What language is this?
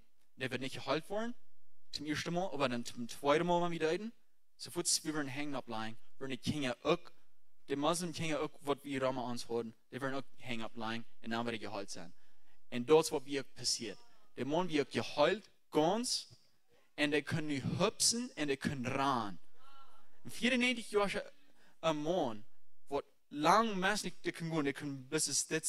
Plautdietsch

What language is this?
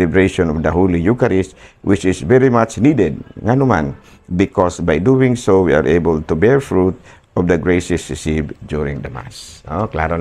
Cebuano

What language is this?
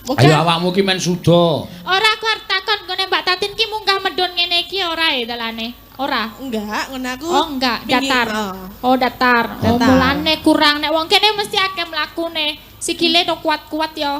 Javanese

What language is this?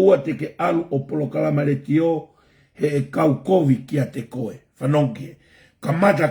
Tongan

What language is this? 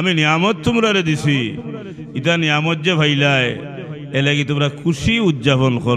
Sylheti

